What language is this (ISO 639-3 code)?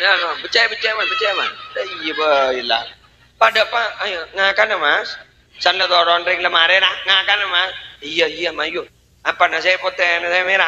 mad